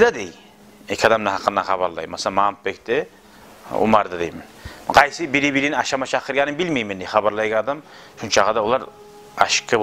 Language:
Kumyk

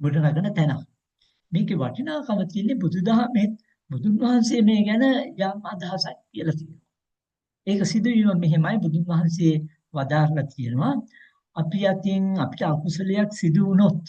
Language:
Sinhala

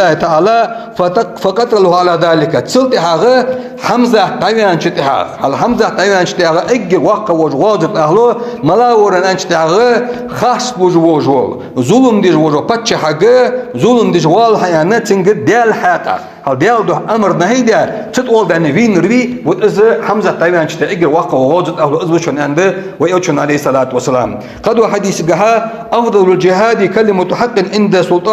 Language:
Ingush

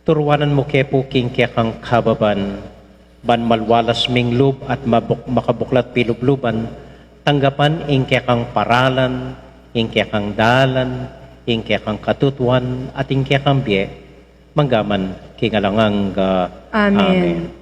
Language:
Pampanga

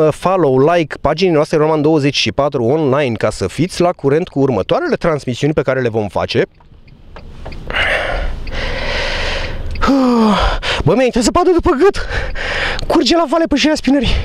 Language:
Romanian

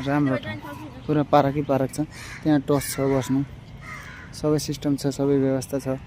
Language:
Nepali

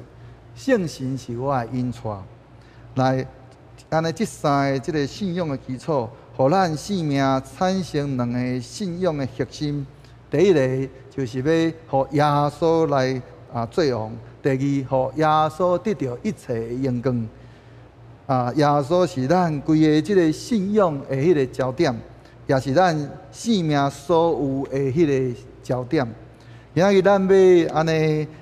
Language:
Min Nan Chinese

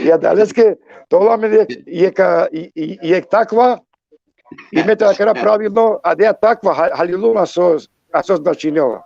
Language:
Balkan Romani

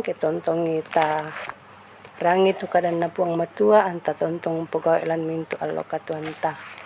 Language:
Toraja-Sa'dan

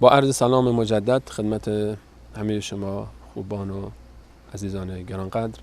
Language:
Persian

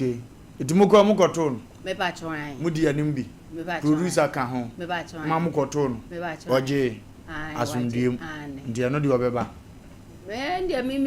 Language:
Akan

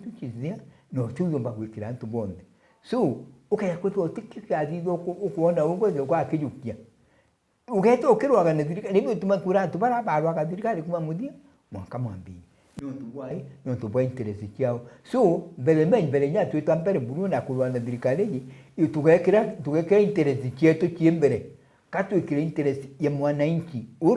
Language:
Meru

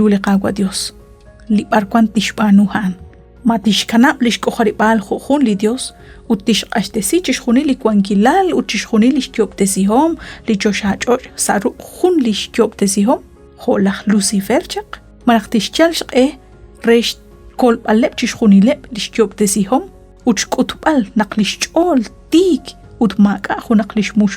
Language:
Kekchí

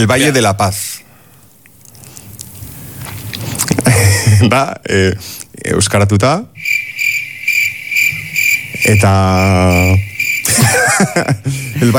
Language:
Basque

